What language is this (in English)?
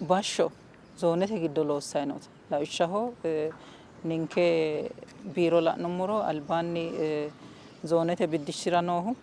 Sidamo